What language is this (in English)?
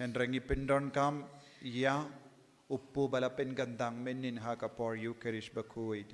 Khasi